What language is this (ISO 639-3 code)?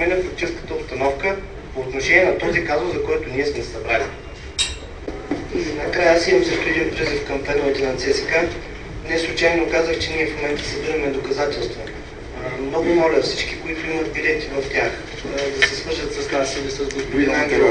bul